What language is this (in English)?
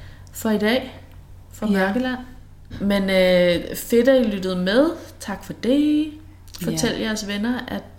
Danish